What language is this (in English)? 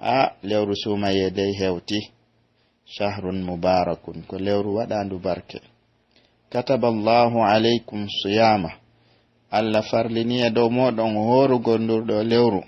Pular